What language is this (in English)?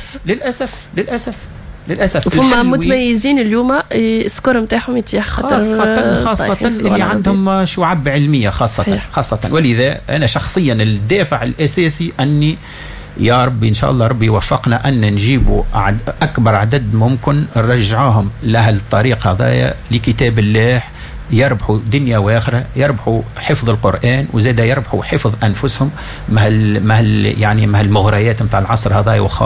Tunisian Arabic